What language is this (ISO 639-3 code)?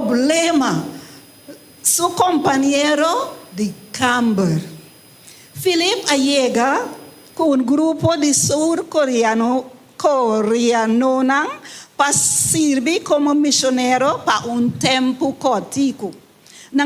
pap